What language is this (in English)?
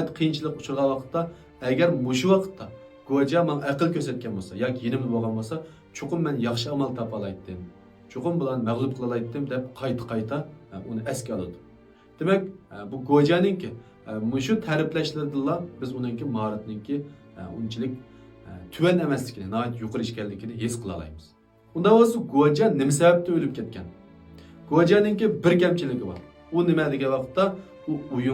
Uyghur